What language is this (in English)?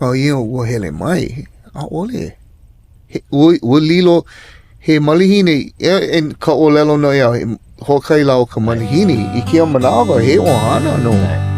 Hawaiian